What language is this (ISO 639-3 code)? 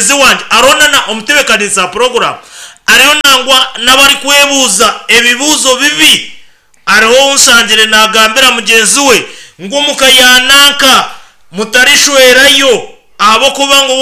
nyn